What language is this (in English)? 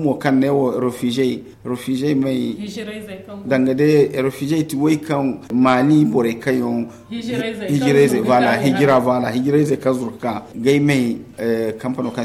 Zarma